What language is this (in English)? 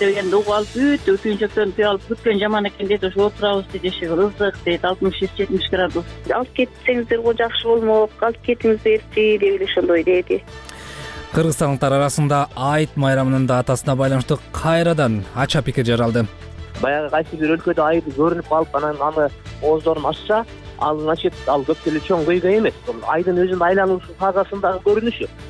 Kyrgyz